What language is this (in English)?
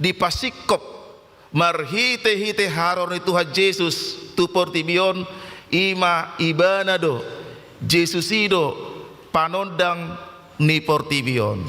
Batak Toba